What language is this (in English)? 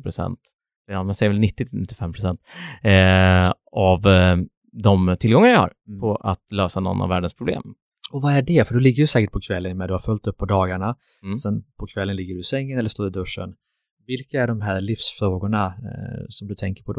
Swedish